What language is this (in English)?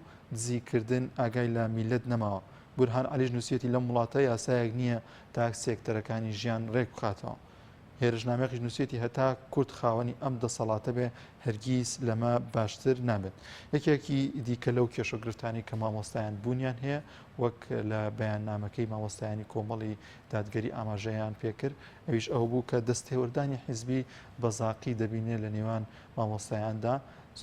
Central Kurdish